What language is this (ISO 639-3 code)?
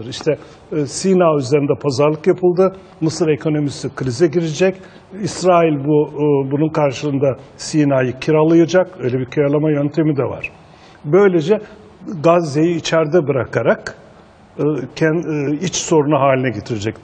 tur